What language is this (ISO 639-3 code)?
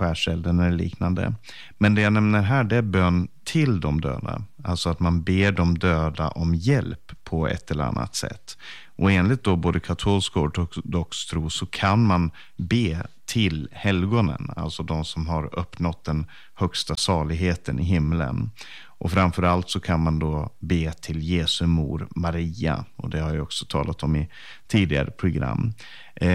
swe